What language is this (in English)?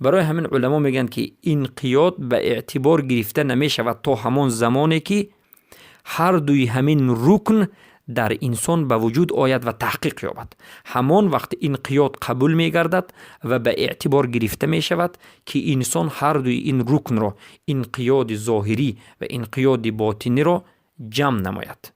Persian